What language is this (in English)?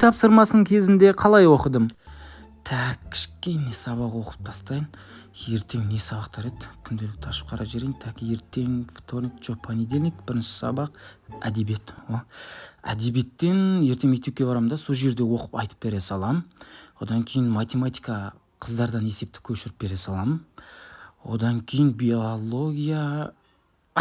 Kazakh